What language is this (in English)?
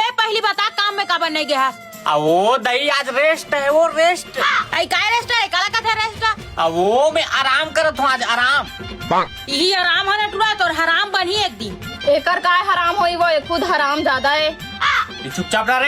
Chhattisgarhi